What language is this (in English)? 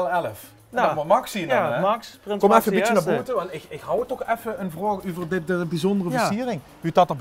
Limburgish